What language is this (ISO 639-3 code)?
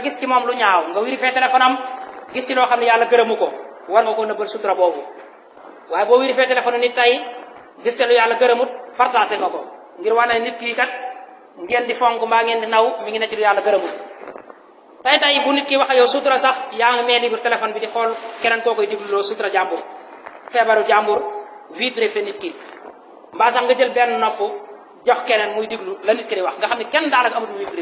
wol